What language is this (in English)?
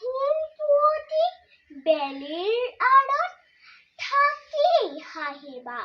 Assamese